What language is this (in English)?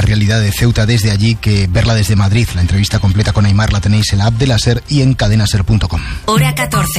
Spanish